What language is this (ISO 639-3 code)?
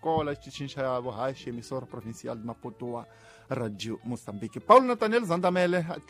tso